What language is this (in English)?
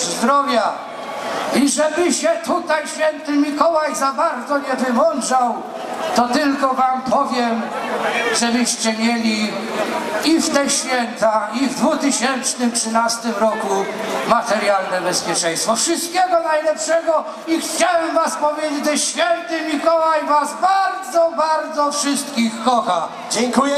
Polish